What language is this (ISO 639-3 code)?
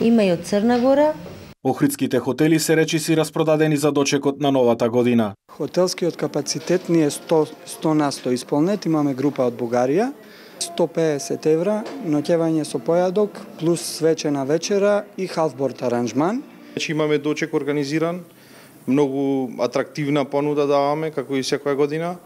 mkd